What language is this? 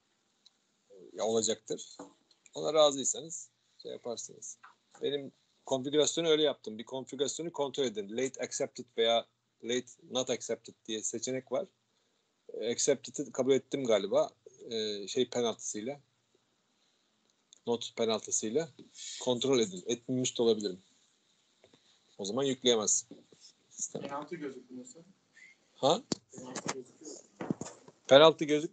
Turkish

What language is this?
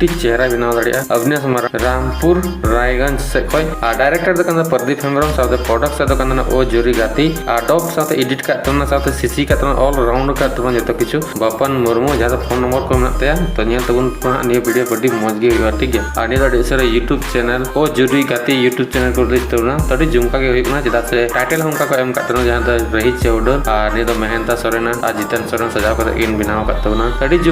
Santali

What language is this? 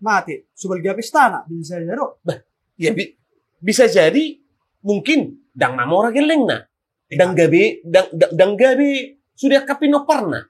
Batak Toba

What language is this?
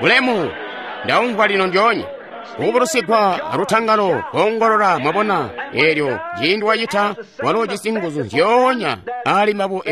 Tonga (Zambia)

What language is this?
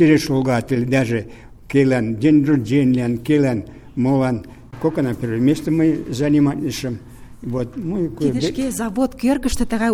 Mari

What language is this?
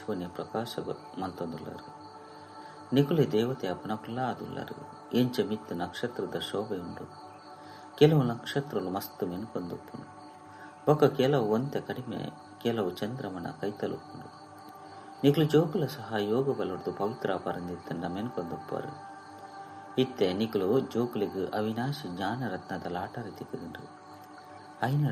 Tulu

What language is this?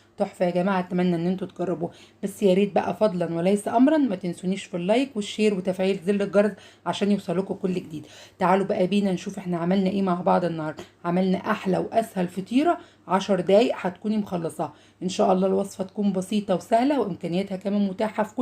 Egyptian Arabic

